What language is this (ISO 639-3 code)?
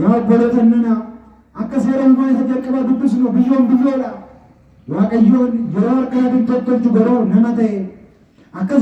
orm